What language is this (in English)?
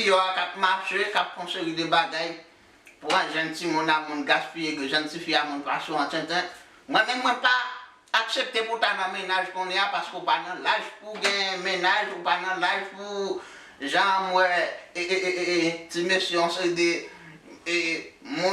Haitian Creole